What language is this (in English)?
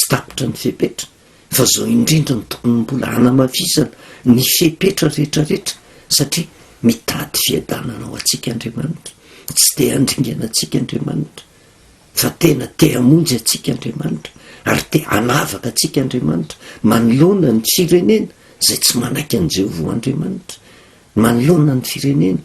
Malagasy